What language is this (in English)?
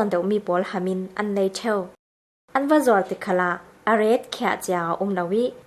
Falam Chin